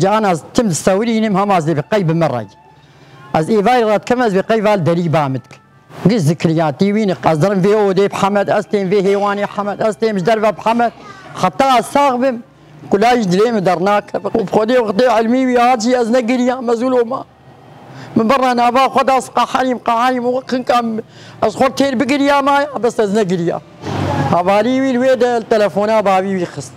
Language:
Kurdish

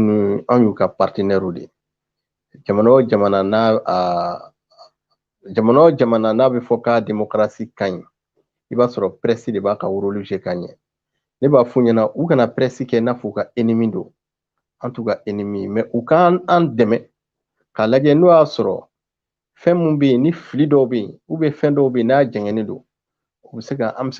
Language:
Bambara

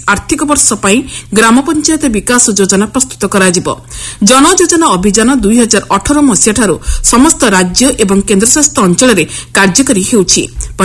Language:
Odia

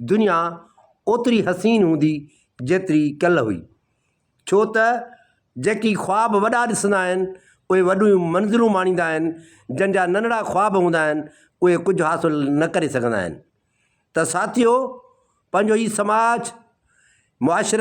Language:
Sindhi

